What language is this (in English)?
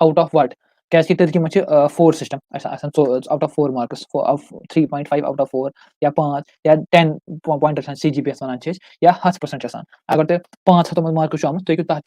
Kashmiri